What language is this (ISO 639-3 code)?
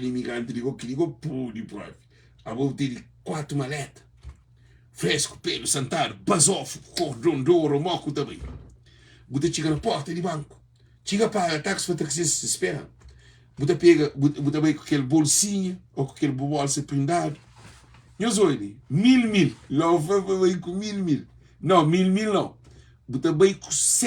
kea